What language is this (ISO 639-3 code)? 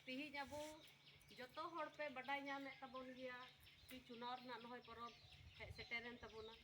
sat